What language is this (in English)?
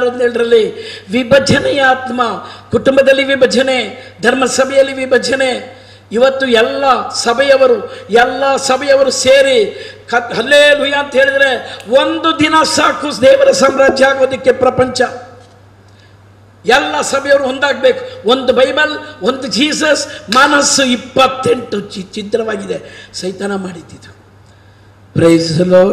Kannada